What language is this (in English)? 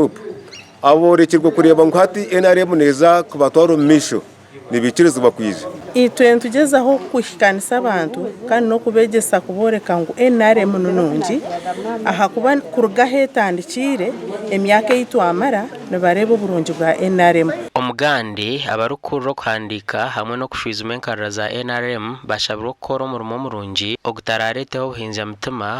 Nyankole